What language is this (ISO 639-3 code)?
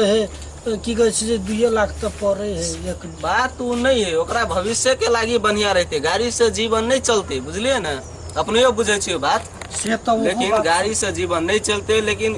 mai